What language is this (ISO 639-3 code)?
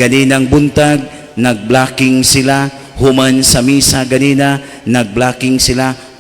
ceb